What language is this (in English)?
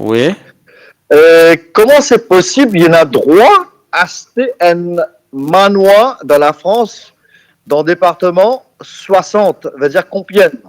Morisyen